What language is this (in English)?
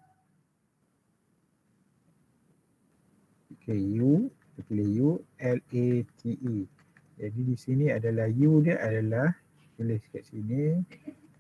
Malay